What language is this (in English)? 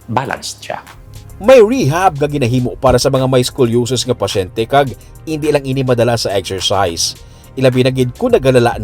Hiligaynon